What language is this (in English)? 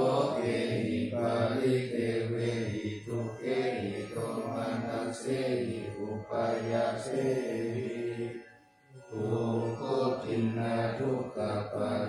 Pali